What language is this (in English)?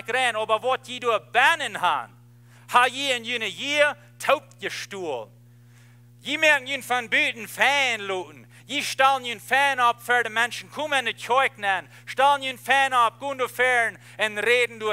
Plautdietsch